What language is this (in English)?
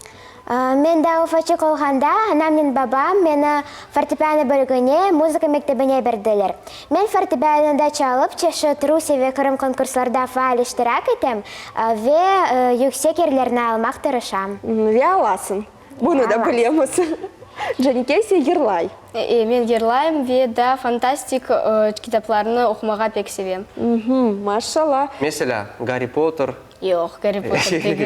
Crimean Tatar